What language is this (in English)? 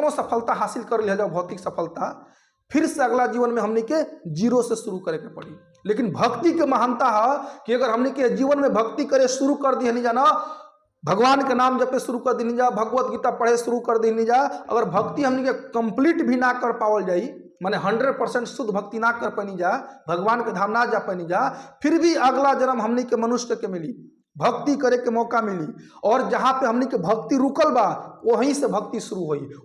Bhojpuri